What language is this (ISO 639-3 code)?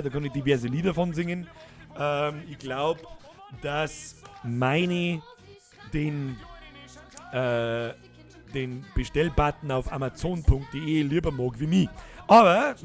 bar